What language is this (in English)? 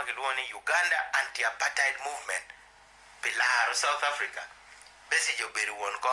Acoli